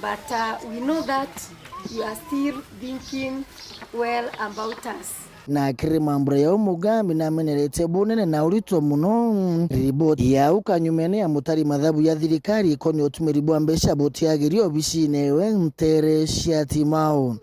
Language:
Meru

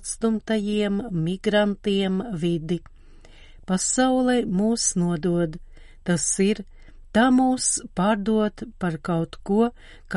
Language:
Latvian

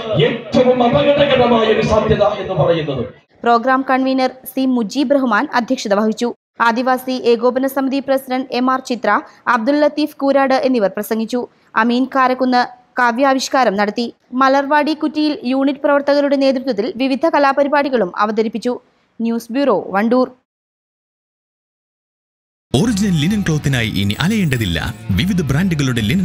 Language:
Malayalam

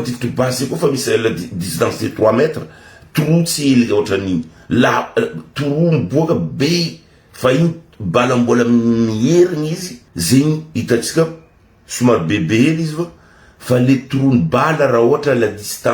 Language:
Malagasy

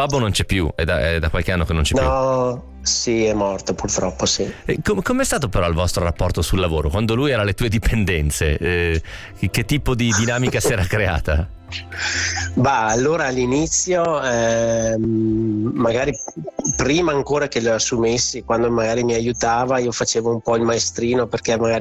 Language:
Italian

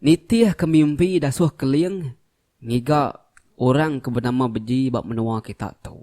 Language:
Iban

